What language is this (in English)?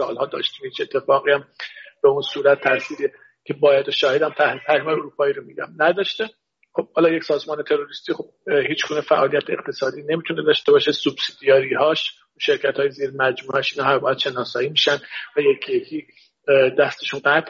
Persian